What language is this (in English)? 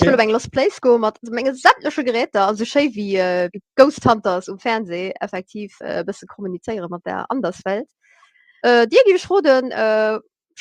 Luxembourgish